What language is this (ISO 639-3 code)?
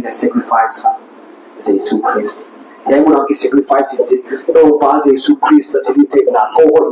pck